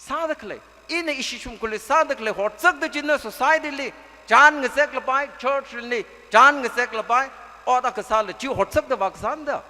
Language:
Tangkhul Naga (India)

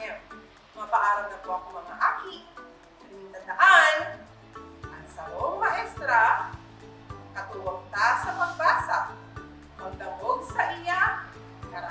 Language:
Bikol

